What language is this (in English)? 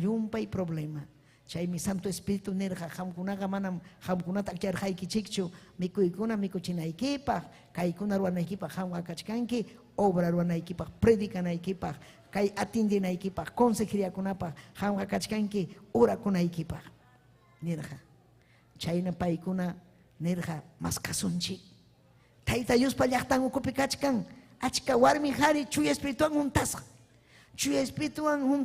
Ayacucho Quechua